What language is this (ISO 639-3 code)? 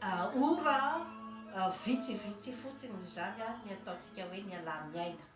mlg